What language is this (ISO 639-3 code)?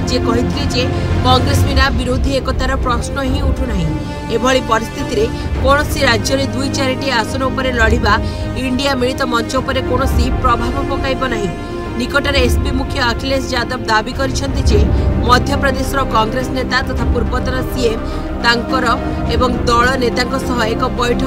ori